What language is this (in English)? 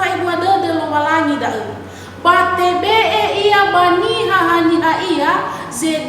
Nias